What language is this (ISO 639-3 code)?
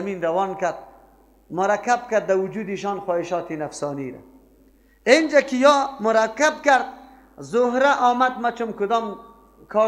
fas